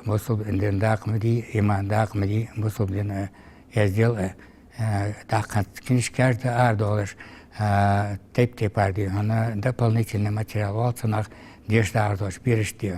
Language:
Ingush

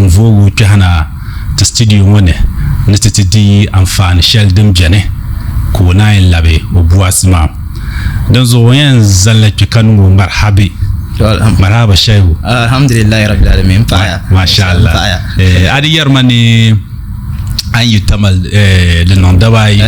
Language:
Dagbani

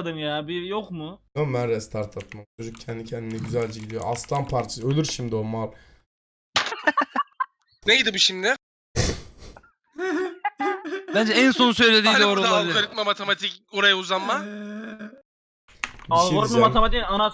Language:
Turkish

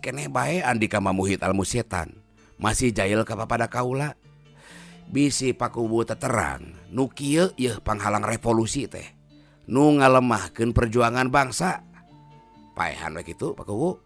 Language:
Sundanese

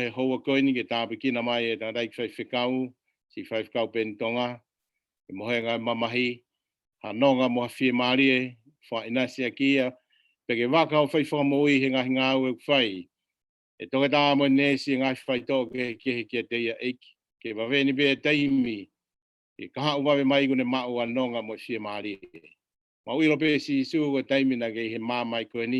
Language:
Tongan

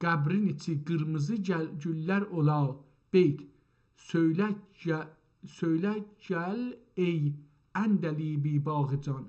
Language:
South Azerbaijani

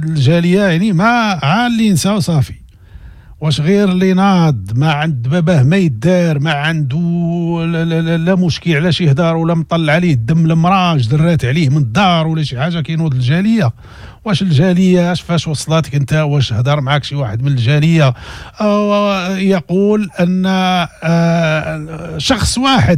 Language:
Moroccan Arabic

